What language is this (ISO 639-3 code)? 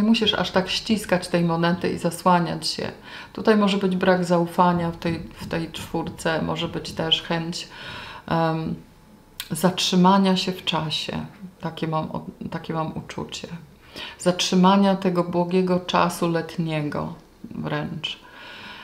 pol